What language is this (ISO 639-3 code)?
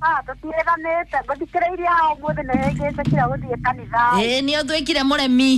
kik